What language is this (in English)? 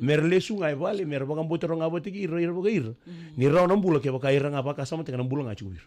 Fijian